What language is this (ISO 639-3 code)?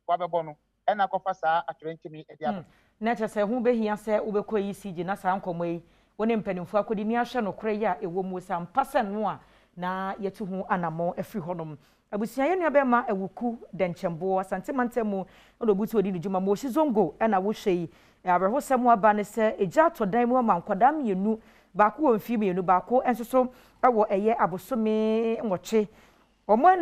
aka